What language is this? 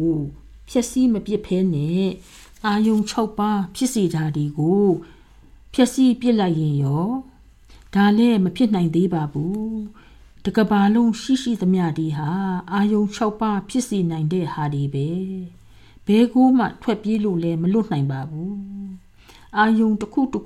Burmese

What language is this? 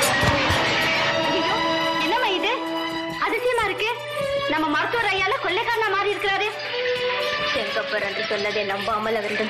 Tamil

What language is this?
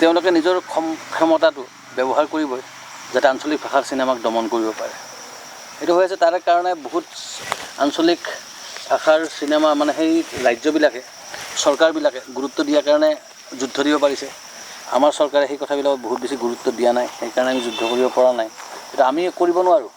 Assamese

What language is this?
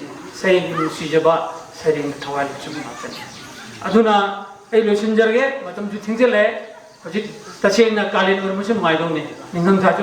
Manipuri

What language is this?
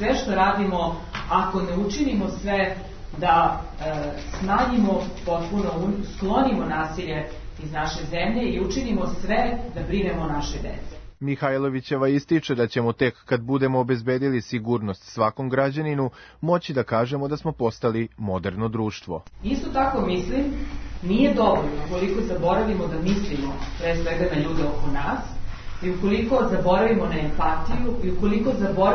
Serbian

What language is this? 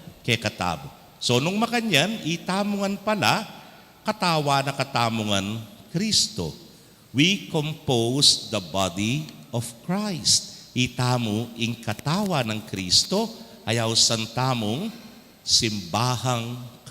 Pampanga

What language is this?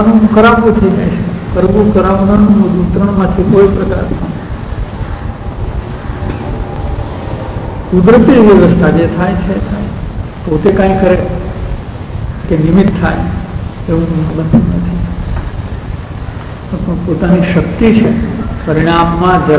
Gujarati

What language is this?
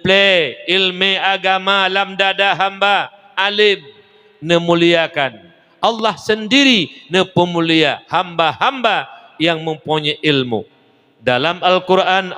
Achinese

